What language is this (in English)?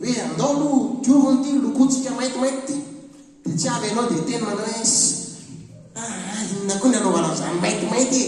Malagasy